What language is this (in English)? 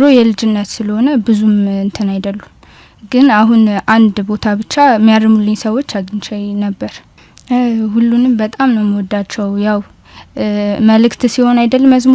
Amharic